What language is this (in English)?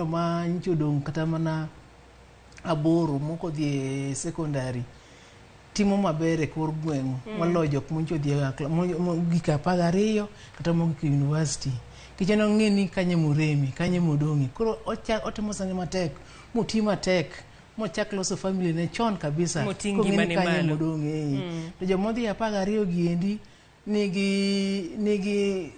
Luo (Kenya and Tanzania)